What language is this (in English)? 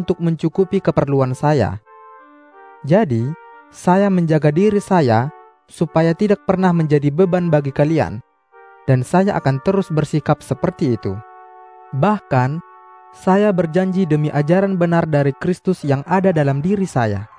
Indonesian